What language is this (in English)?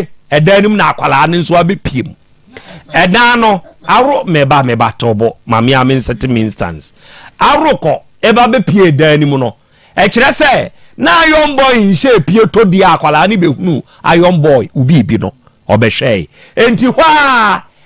Akan